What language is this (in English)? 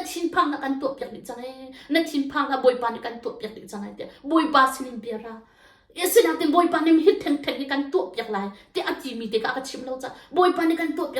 Hakha Chin